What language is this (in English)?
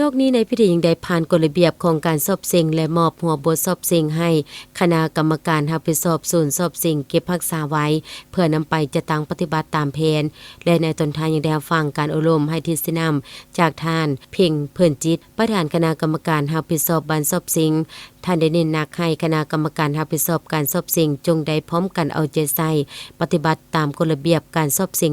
Lao